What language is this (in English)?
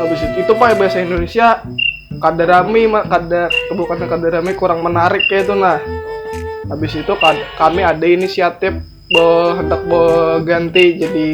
Banjar